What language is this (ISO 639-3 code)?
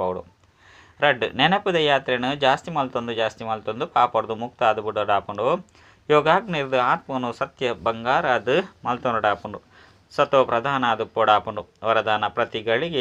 tcy